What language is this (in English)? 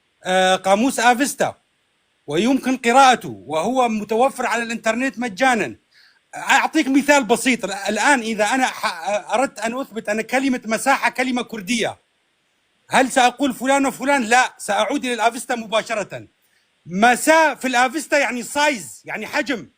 North Levantine Arabic